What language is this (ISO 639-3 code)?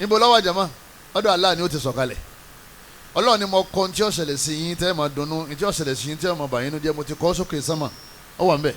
yor